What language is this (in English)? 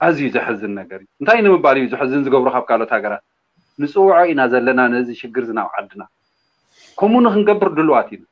Tigrinya